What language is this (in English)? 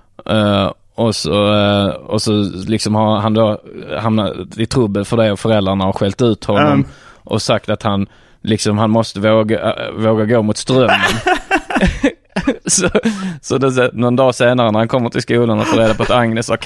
Swedish